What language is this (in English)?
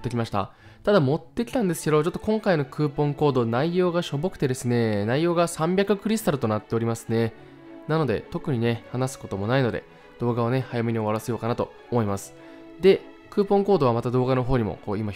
Japanese